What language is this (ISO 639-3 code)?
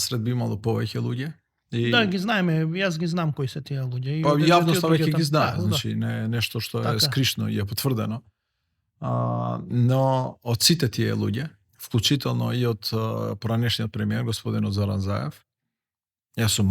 mkd